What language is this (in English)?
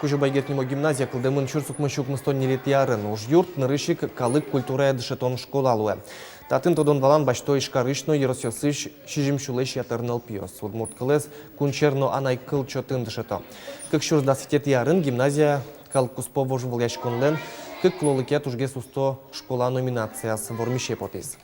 Udmurt